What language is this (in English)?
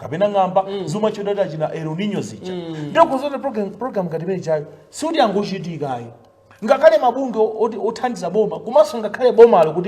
Nyanja